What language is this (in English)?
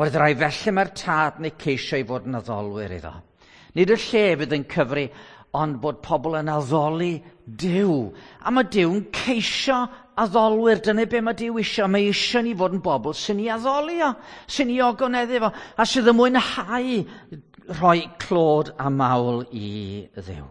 Welsh